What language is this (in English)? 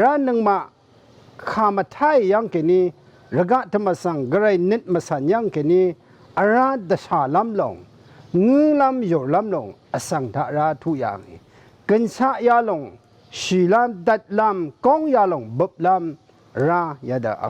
Rawang